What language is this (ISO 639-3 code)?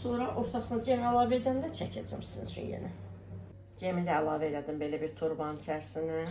aze